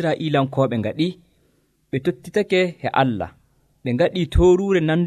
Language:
Nigerian Fulfulde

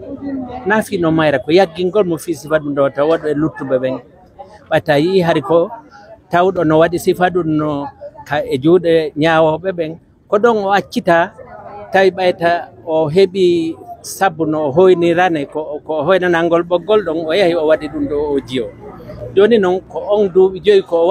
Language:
Pular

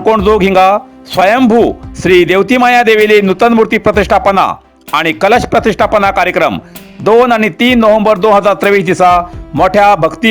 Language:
Konkani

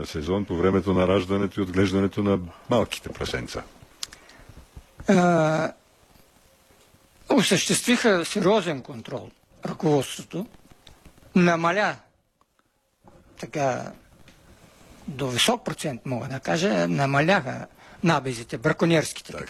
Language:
Bulgarian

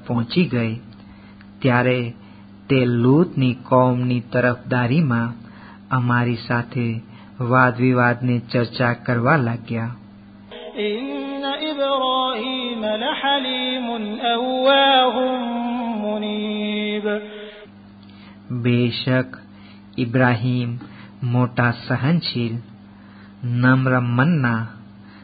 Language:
Gujarati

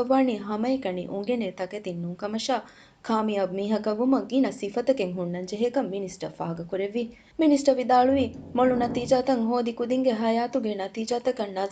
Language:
Divehi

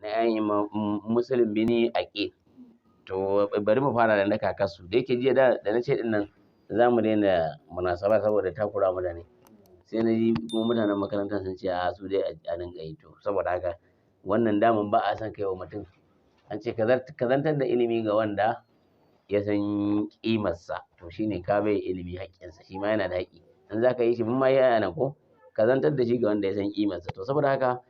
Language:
Hausa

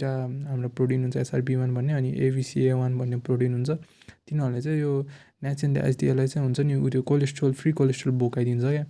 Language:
Nepali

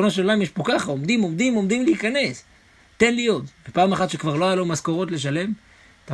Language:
Hebrew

